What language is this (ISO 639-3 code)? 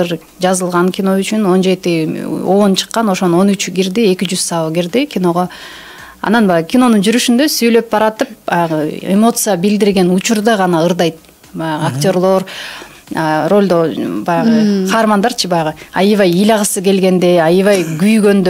kir